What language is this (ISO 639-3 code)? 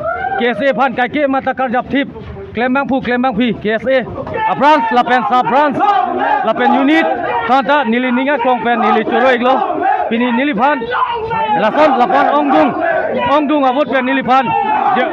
mjw